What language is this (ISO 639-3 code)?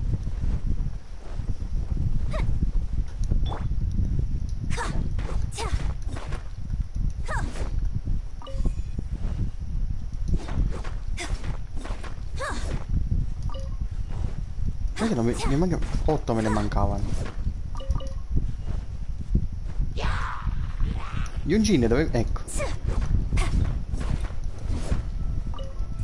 ita